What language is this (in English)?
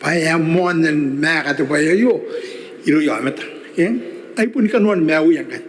Gilbertese